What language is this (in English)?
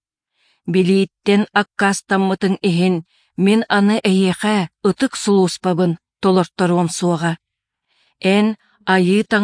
Yakut